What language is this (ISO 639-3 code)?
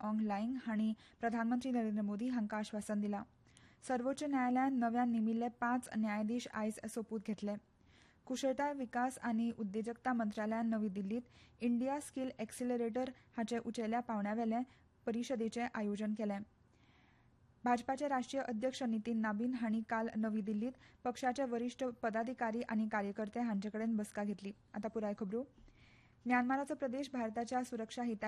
kok